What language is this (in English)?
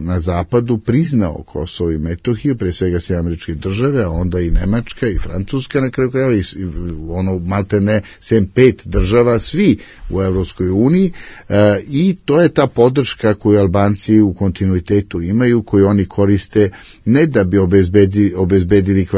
Serbian